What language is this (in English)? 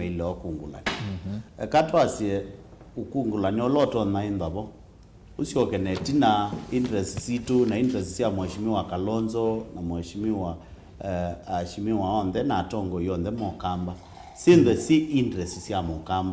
Kamba